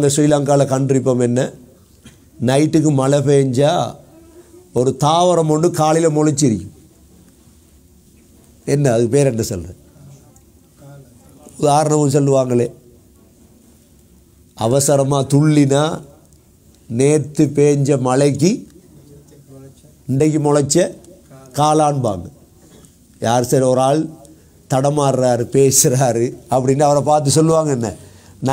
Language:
Tamil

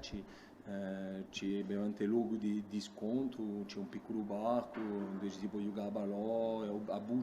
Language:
Corsican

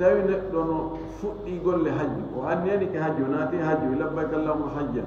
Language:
Fula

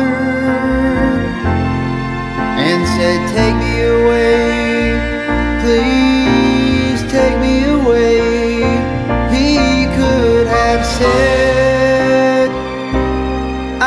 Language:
English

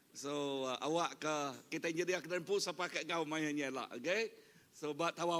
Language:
Iban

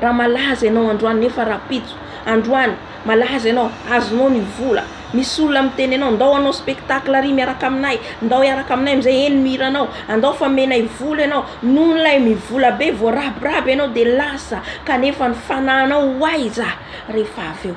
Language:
Malagasy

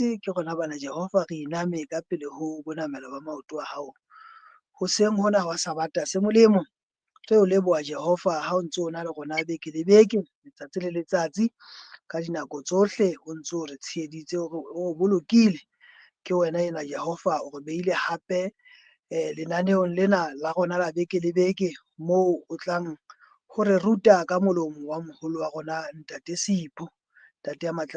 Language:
Southern Sotho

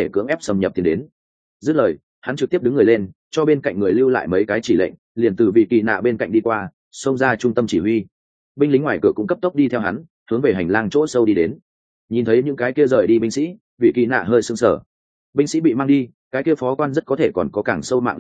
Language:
Vietnamese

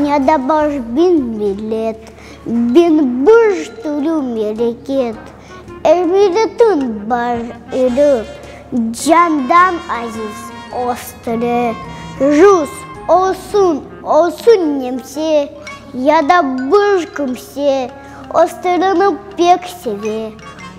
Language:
Crimean Tatar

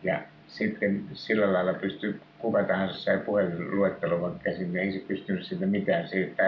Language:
Finnish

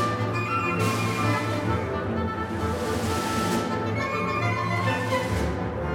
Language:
German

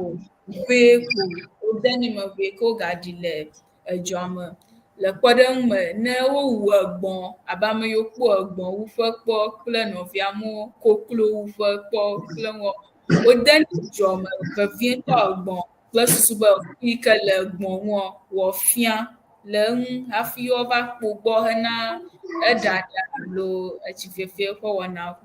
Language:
Ewe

